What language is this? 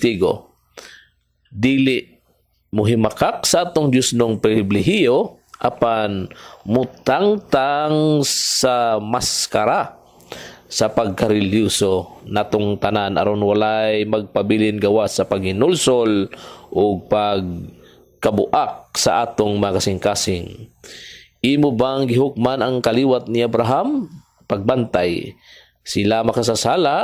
Cebuano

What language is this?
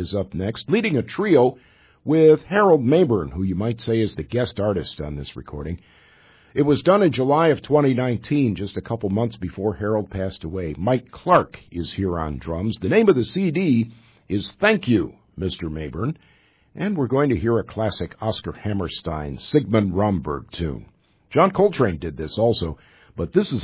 English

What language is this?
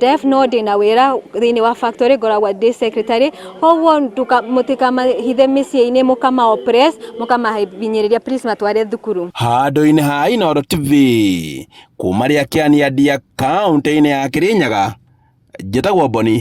Kikuyu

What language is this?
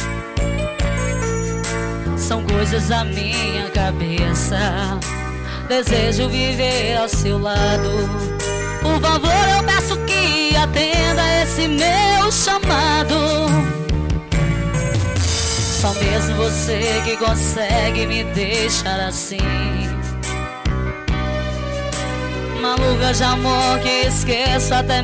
Portuguese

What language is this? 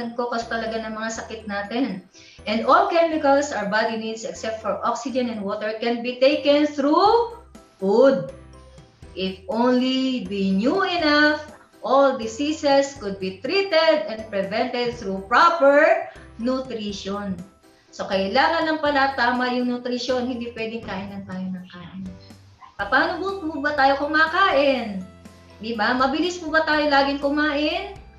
Filipino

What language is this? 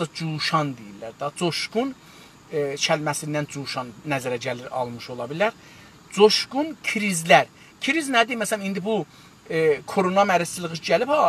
South Azerbaijani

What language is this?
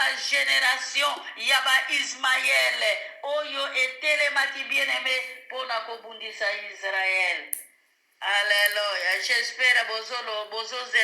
Lingala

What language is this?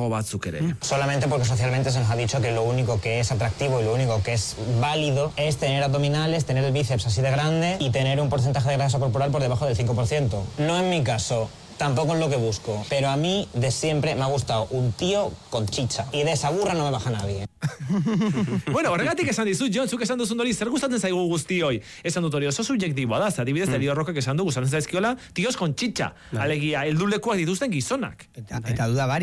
Basque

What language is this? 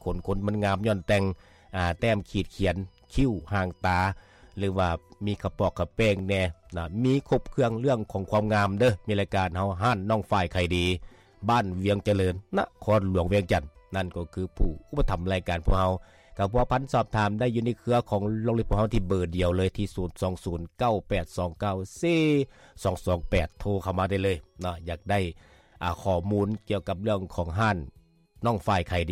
Lao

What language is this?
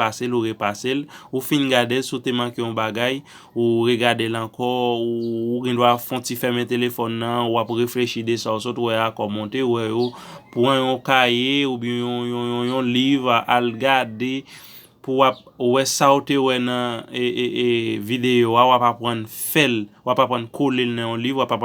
Haitian Creole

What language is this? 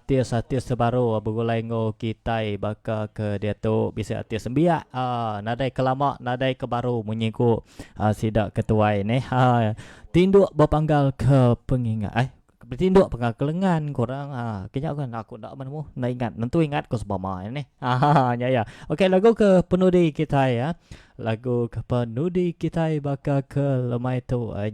Iban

